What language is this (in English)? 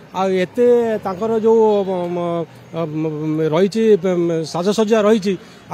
Odia